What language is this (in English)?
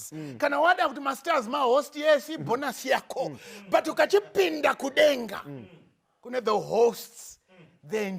Shona